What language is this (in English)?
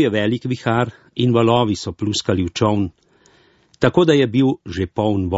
Slovenian